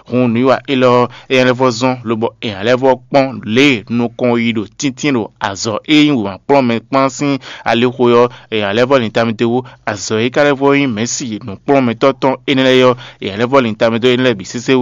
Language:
Fon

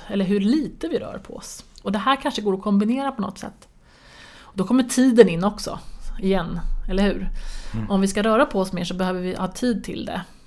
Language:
Swedish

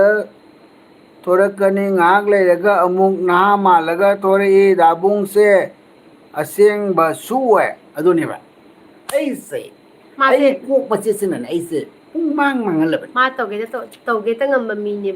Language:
Manipuri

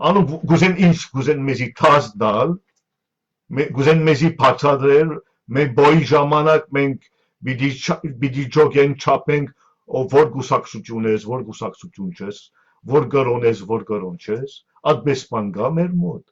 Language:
Western Armenian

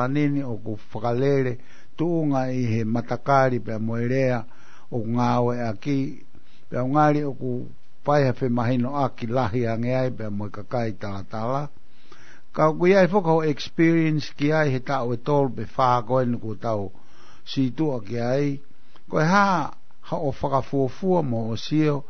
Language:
Tongan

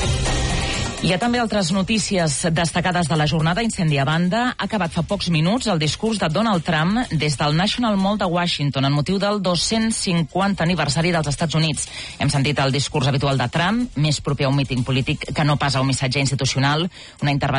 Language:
Catalan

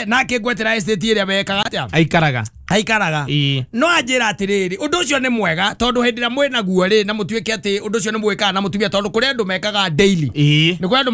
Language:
Kikuyu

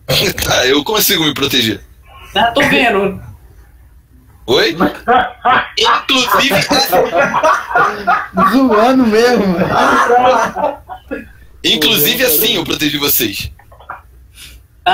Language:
Portuguese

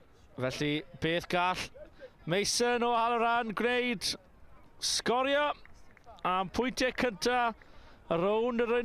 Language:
Welsh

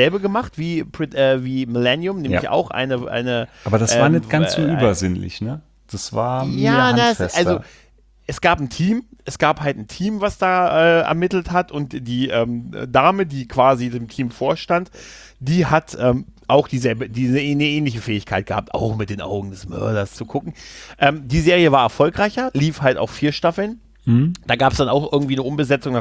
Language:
German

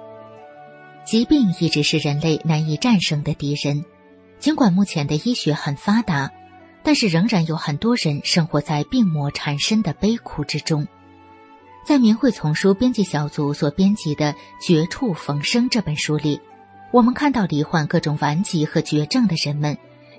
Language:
Chinese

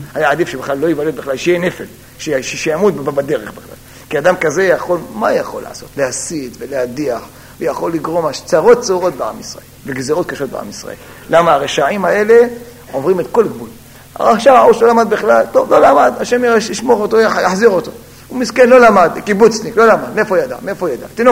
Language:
Hebrew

